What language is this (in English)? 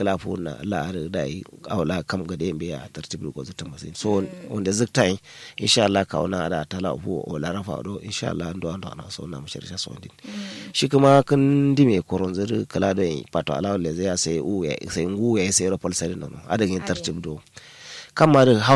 Kanuri